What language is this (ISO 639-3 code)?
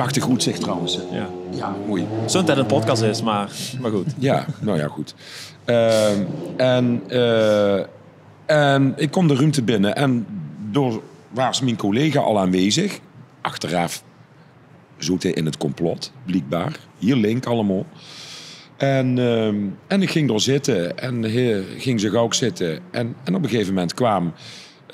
lim